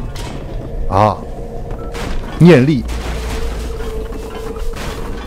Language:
Chinese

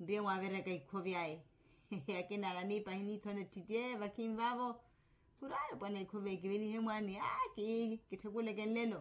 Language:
Makhuwa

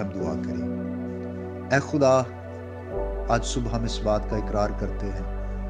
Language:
Urdu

